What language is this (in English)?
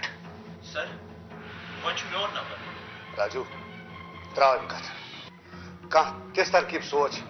Kashmiri